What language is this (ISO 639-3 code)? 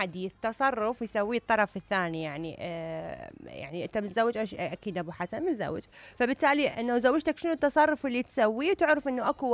acm